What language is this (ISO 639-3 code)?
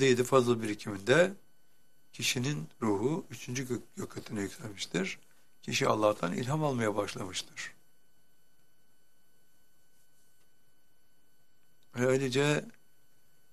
tur